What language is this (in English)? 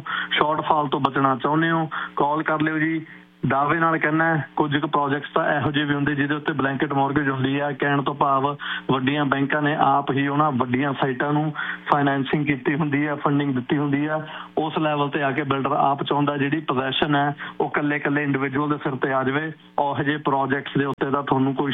Punjabi